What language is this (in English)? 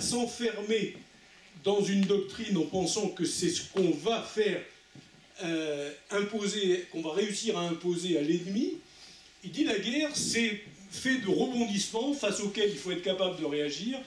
French